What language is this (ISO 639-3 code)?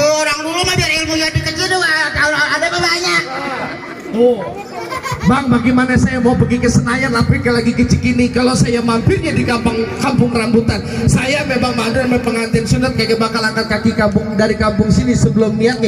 bew